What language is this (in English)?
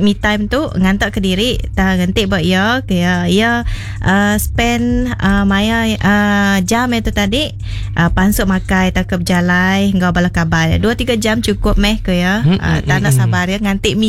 Iban